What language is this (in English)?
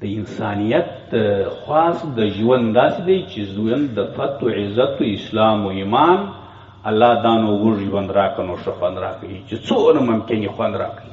Pashto